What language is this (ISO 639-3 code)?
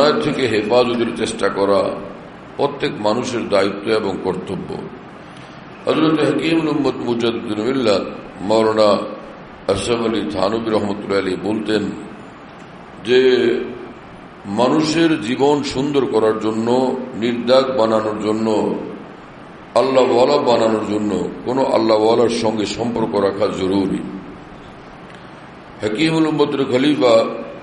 ben